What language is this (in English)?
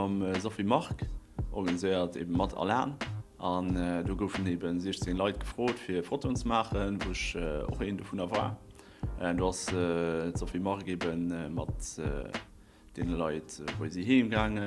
Luxembourgish